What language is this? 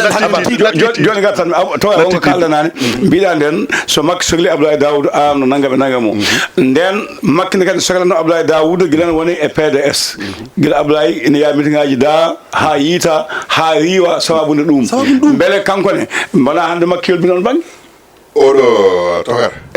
Fula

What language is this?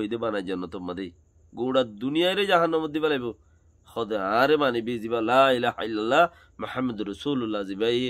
Rohingya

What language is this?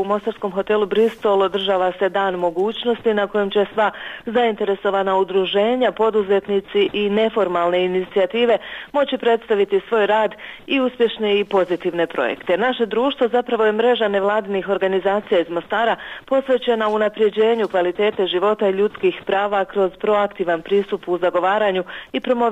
Bosnian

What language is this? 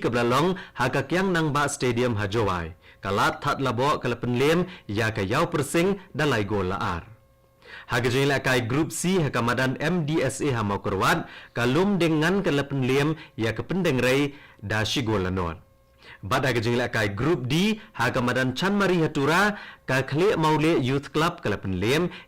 Khasi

